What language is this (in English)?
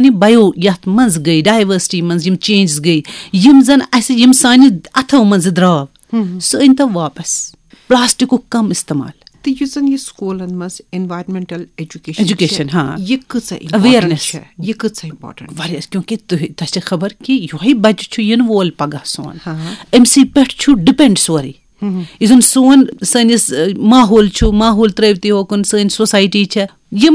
Kashmiri